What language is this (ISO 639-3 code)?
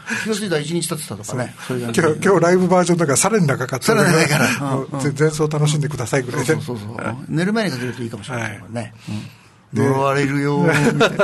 jpn